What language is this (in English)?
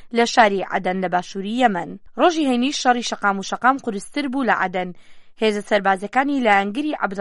Central Kurdish